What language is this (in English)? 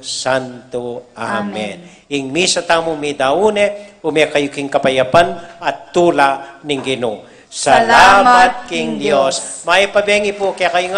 Pampanga